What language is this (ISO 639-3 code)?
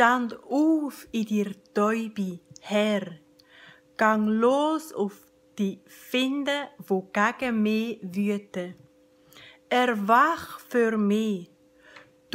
gsw